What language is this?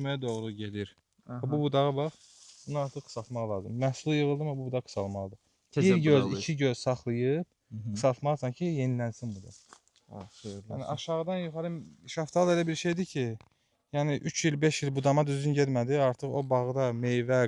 Azerbaijani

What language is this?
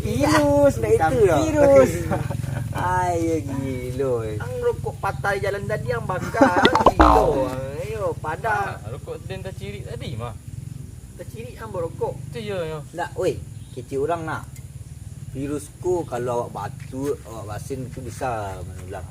Minangkabau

